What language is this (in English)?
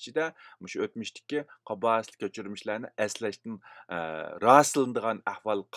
Uyghur